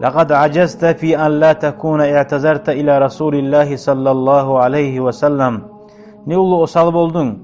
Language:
Kumyk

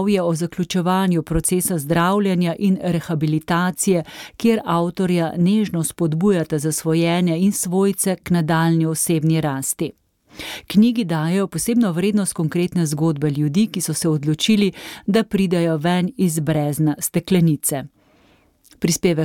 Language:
Slovenian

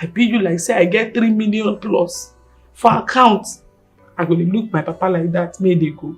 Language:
Nigerian Pidgin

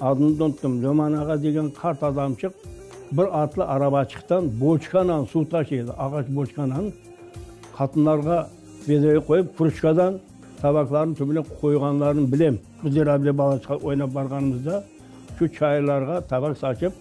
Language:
Crimean Tatar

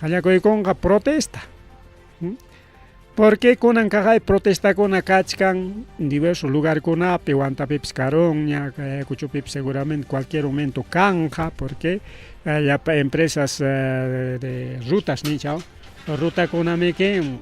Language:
Ayacucho Quechua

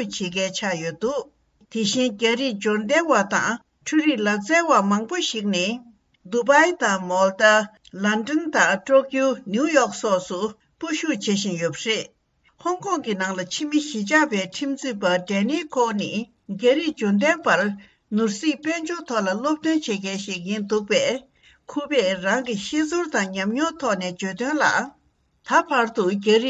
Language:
Tibetan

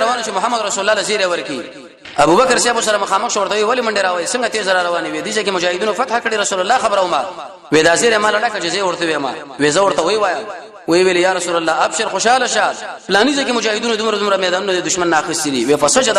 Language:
Pashto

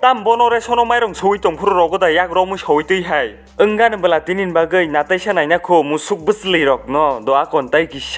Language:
Kok Borok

